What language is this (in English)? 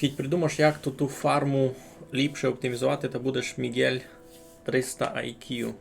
Rusyn